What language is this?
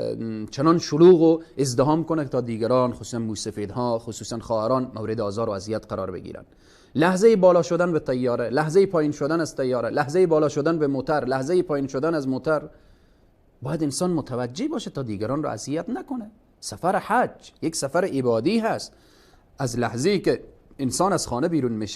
Persian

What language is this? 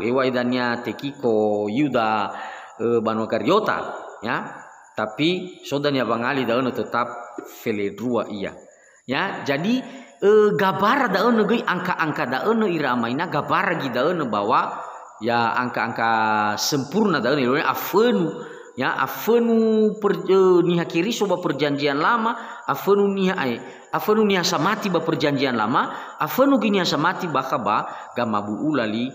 Nias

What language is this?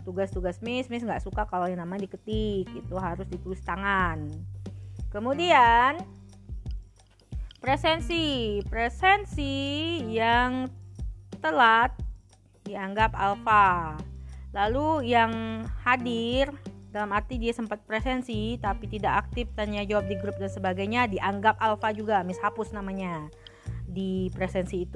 Indonesian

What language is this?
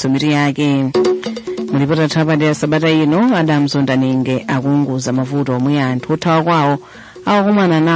Nyanja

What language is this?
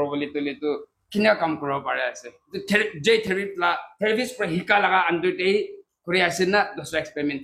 Naga Pidgin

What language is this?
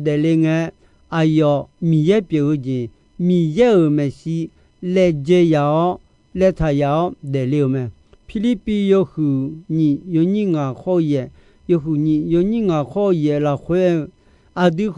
Akha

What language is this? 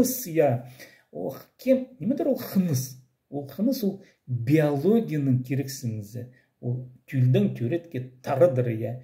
Khakas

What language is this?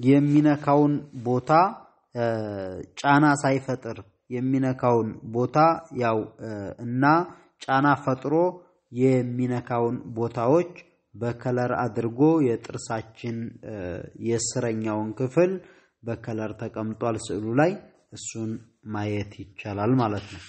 Amharic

